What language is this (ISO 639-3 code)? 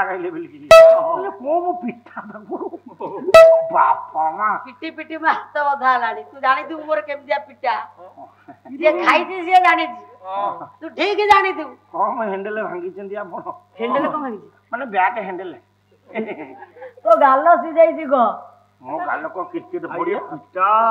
ori